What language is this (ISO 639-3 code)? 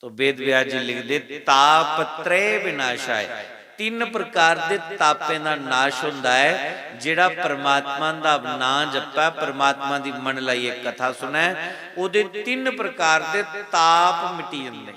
doi